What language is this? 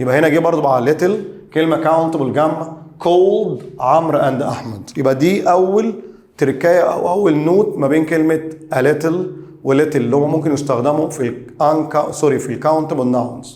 Egyptian Arabic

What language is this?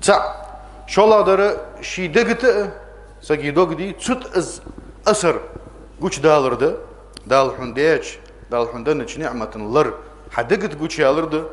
Ingush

